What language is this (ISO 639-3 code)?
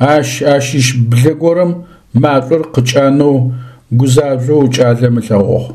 ady